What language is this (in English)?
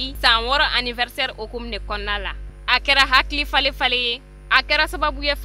Bambara